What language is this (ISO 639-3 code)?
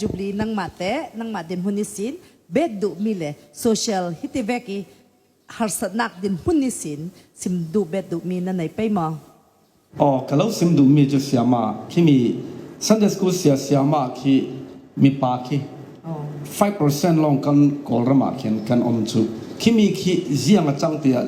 cfm